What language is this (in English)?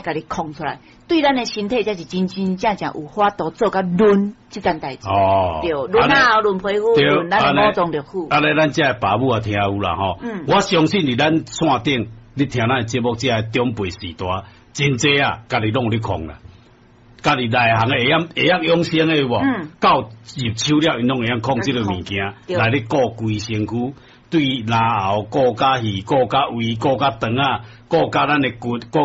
Min Nan Chinese